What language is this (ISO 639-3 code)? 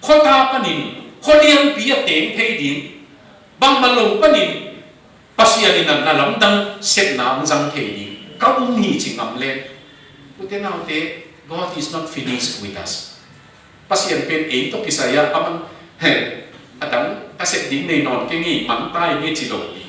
ctd